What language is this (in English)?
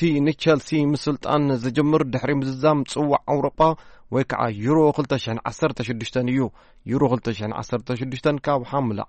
Tigrinya